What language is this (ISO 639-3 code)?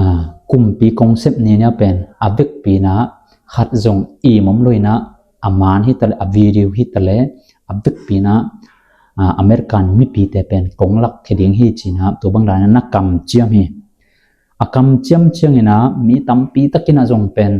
ctd